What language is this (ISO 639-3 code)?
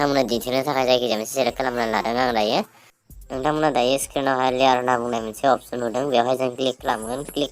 brx